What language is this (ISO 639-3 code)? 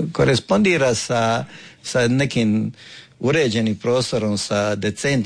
hrv